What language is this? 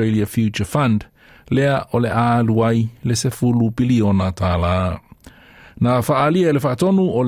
Samoan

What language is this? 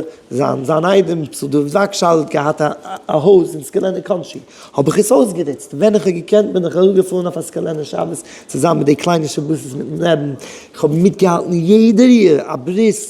Yiddish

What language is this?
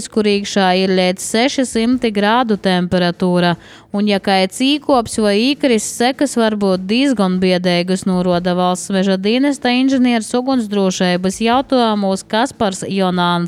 Latvian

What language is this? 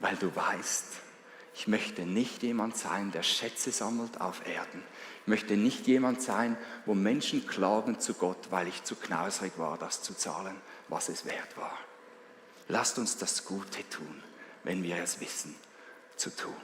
Swiss German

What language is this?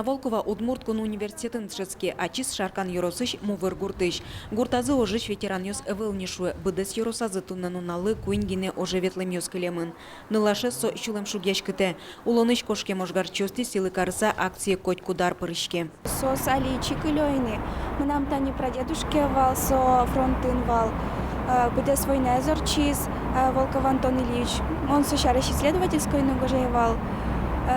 Udmurt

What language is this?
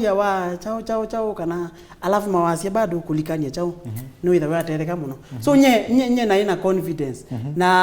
Kamba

